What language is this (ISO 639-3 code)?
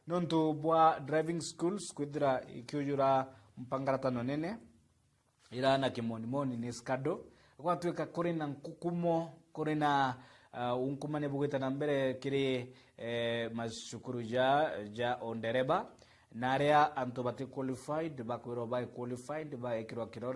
mer